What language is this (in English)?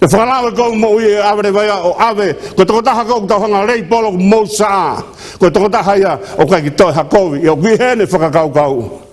Tongan